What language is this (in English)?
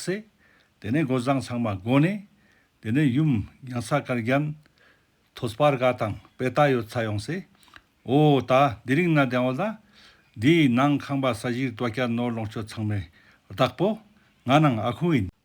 Ladakhi